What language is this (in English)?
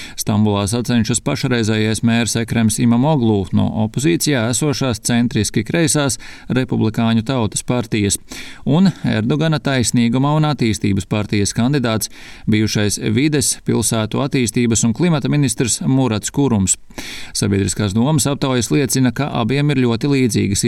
Latvian